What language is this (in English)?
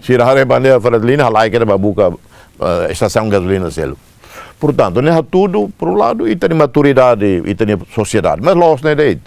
Tetum